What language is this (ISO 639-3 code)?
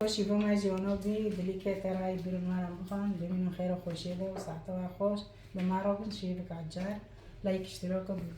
kur